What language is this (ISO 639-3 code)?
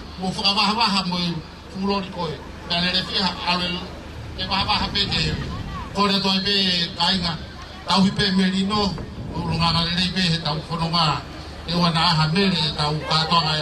ton